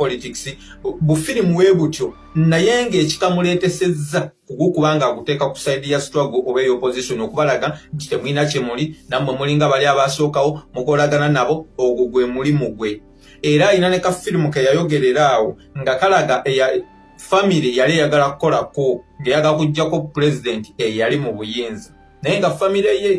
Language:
Ganda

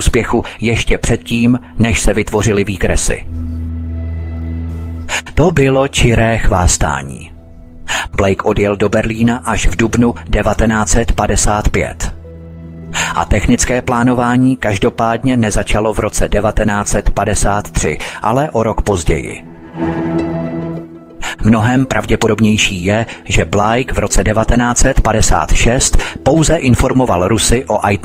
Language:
Czech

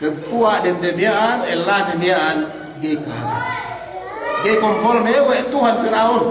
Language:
Yakan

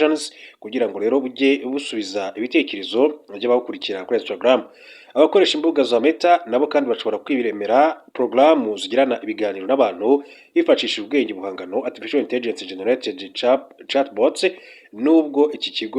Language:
Kinyarwanda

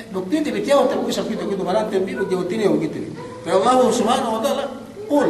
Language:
Yakan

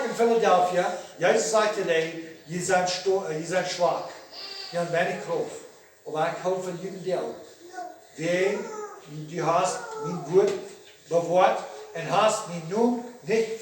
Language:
Plautdietsch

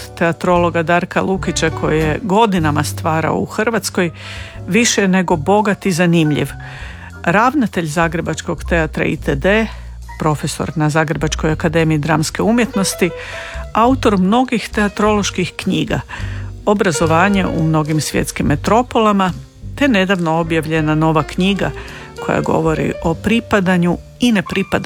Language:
Croatian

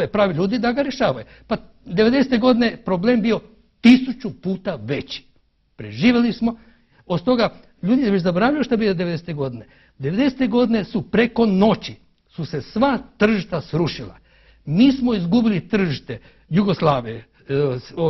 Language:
Croatian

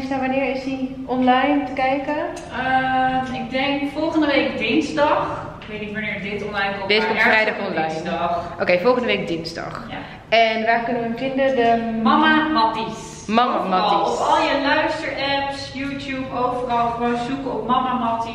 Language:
Dutch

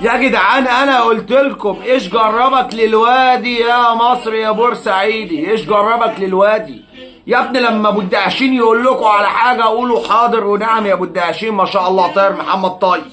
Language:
Egyptian Arabic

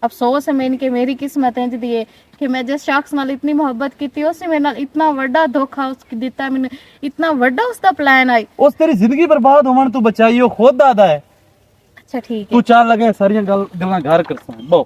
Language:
Western Panjabi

